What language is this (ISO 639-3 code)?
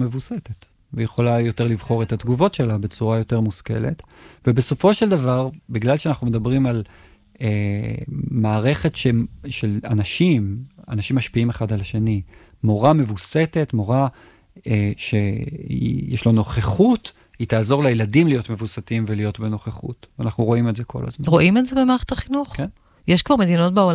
heb